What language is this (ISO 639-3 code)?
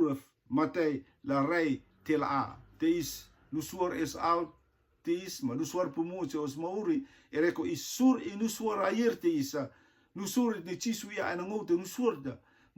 rtm